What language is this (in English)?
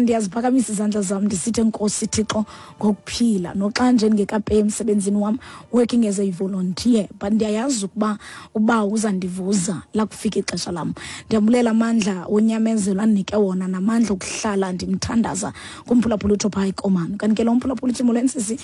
Xhosa